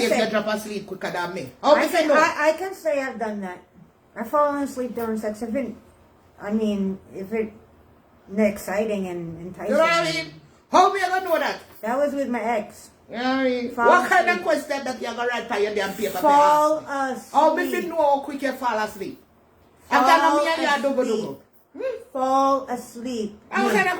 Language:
Jamaican Creole English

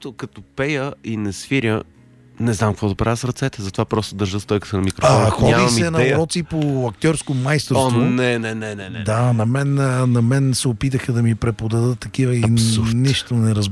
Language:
Bulgarian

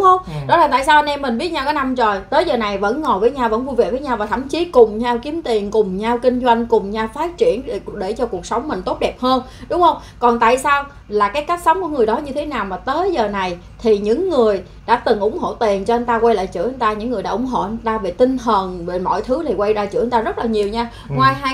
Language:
Vietnamese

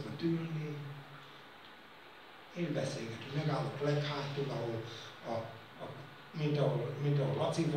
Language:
Hungarian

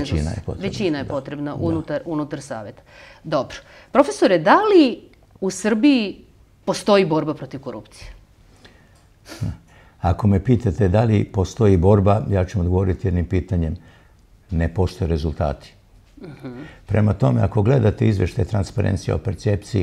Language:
Serbian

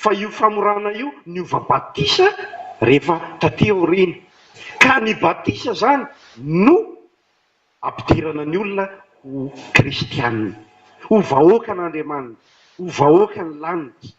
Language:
Malagasy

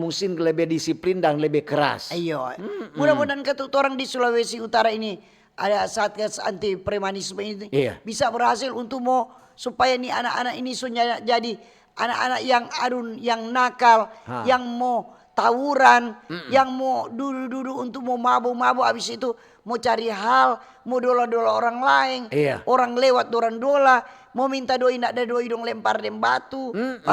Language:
Manado Malay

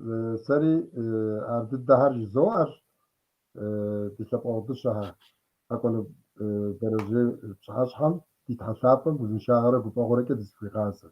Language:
Kabardian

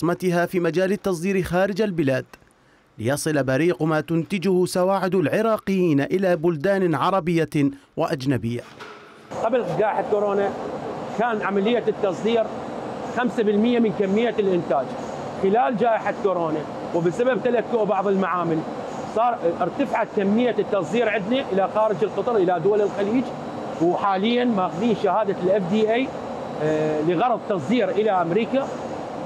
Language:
Mesopotamian Arabic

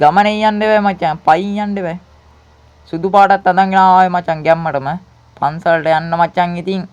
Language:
Sinhala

